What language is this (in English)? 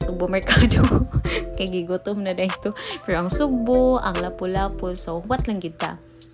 Cebuano